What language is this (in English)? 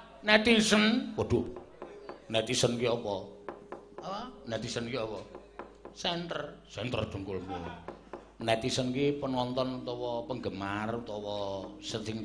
Javanese